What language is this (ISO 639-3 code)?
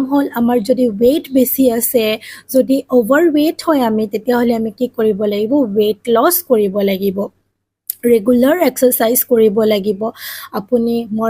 asm